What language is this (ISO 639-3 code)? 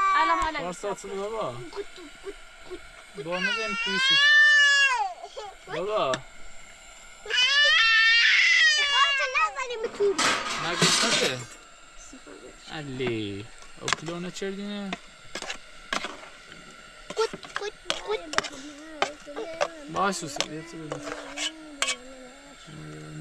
fas